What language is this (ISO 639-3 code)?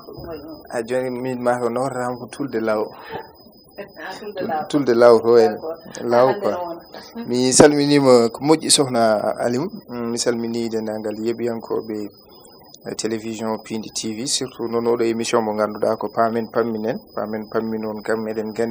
ful